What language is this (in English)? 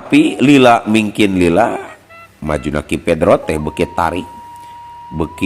Sundanese